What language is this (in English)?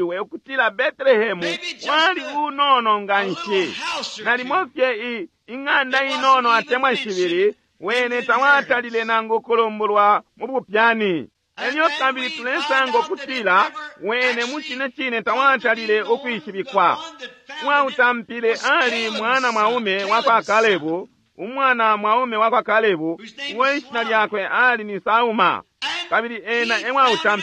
Bemba